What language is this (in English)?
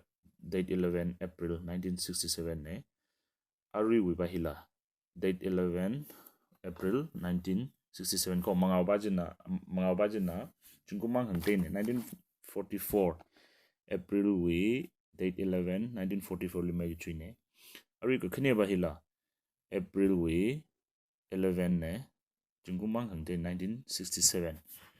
Tangkhul Naga (India)